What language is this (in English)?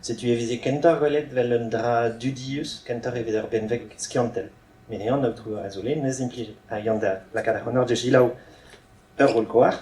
Breton